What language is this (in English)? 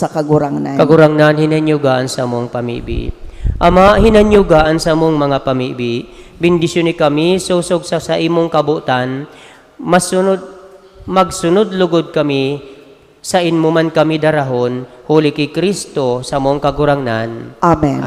Bikol